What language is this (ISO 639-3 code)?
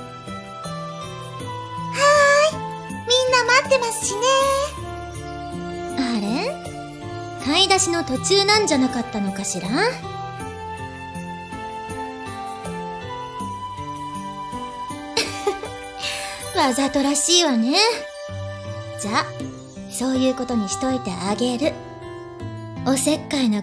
jpn